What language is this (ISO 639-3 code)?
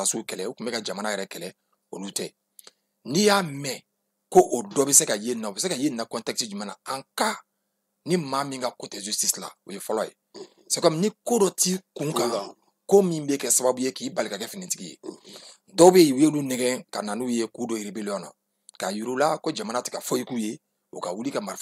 bam